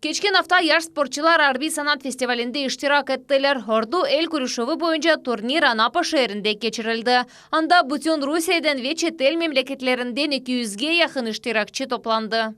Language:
Crimean Tatar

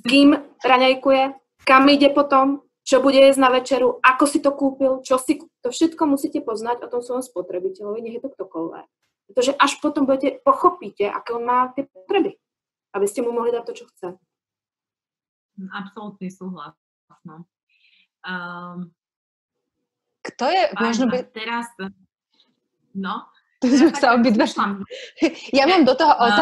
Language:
Slovak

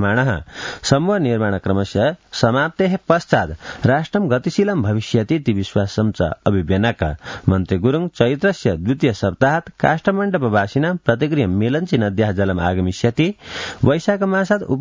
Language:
Sanskrit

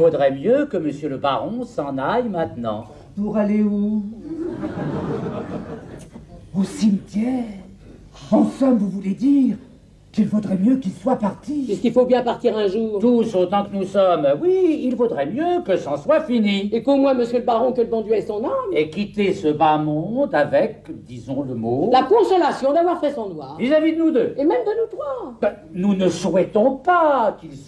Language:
French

